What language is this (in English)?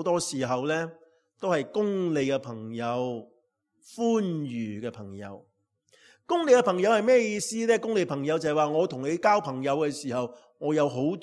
Cantonese